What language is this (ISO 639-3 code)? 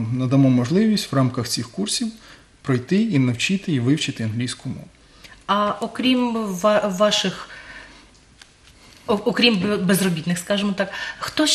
ukr